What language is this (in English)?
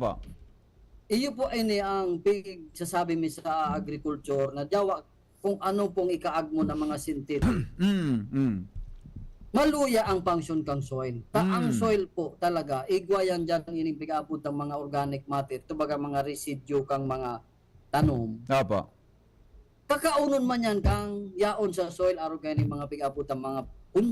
Bikol